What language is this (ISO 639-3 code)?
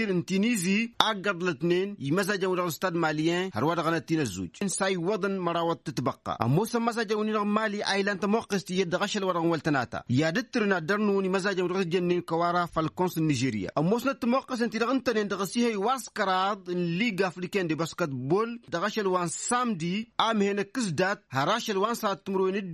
taq